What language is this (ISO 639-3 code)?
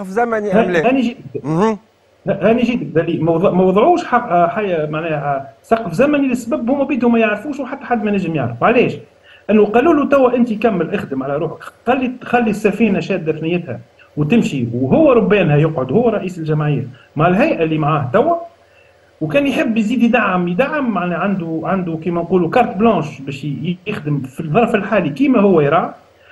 aeb